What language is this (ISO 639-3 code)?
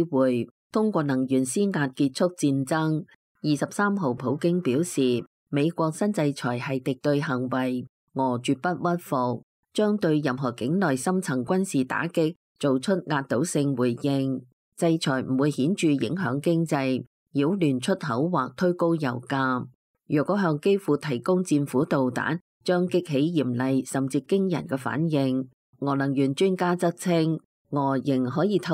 yue